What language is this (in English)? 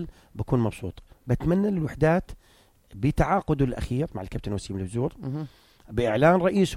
North Levantine Arabic